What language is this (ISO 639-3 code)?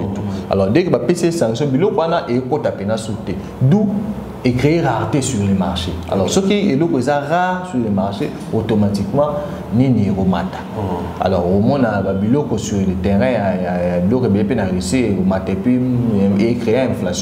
lin